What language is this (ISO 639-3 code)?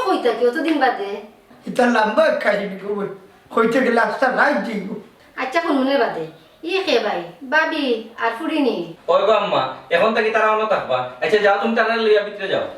syl